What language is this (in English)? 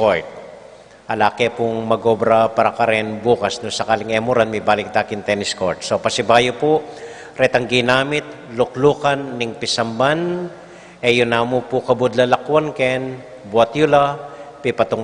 Pampanga